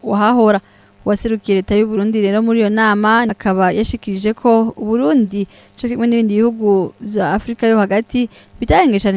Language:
Rundi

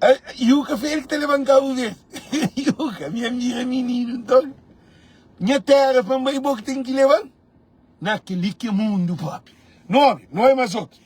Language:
Kabuverdianu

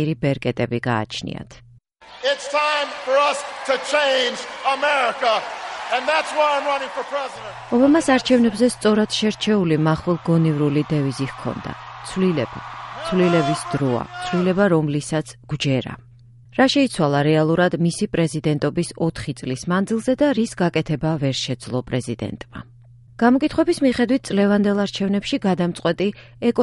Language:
Georgian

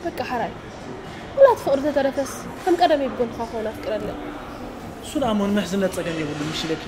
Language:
Tigrinya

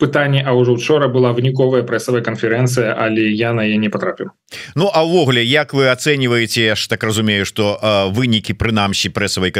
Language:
Belarusian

